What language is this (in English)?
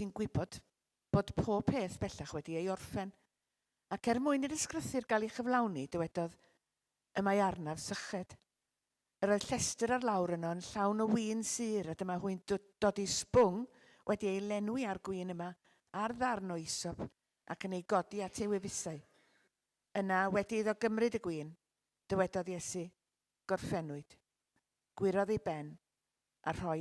Welsh